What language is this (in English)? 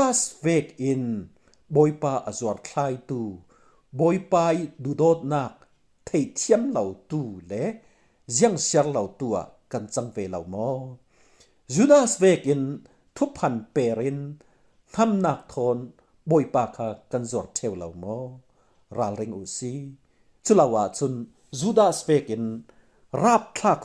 Falam Chin